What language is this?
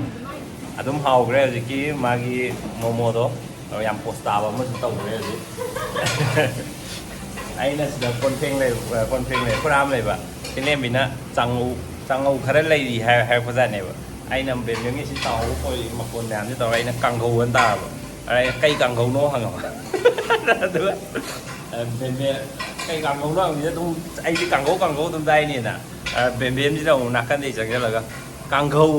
Manipuri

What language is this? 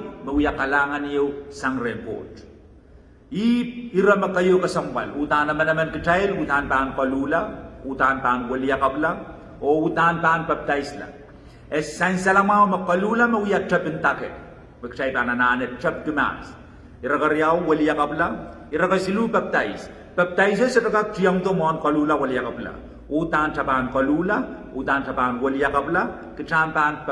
Pohnpeian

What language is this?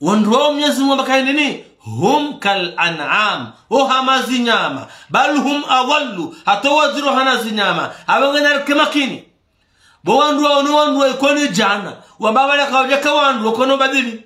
Ngazidja Comorian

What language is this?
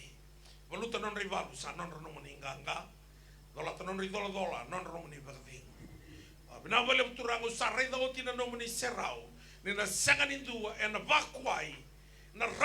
Fijian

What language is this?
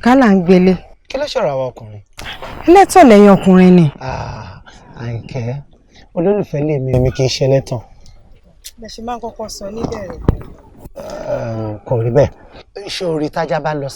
Yoruba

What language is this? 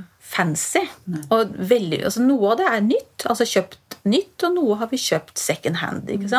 Norwegian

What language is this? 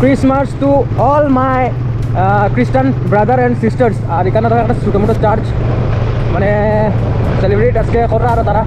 Sylheti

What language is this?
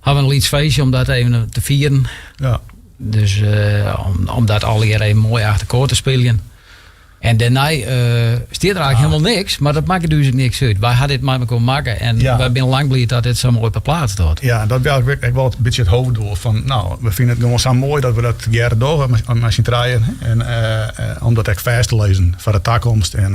Western Frisian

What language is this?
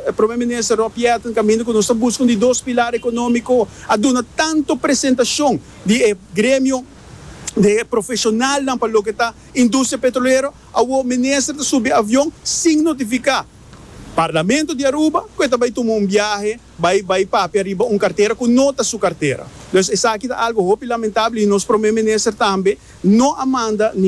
Papiamento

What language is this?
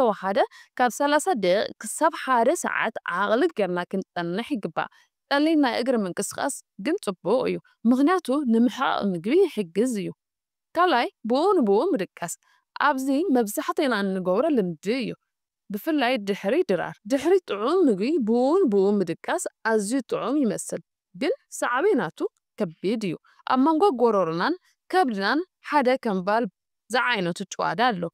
Tigrinya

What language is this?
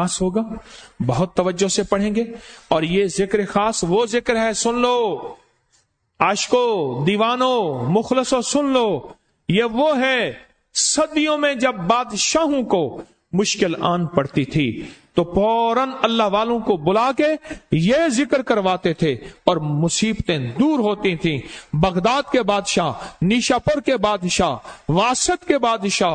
Urdu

